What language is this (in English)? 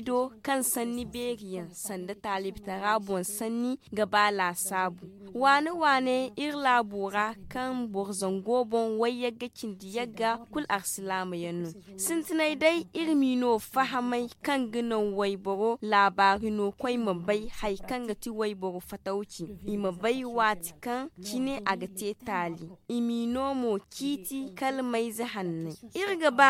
Zarma